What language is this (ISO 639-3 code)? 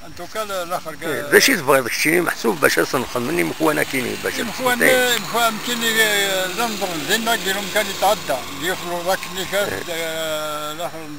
kab